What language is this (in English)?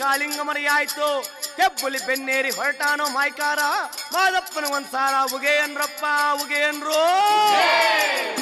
Kannada